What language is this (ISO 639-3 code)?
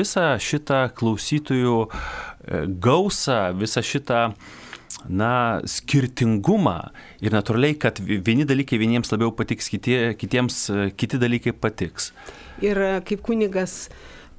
lit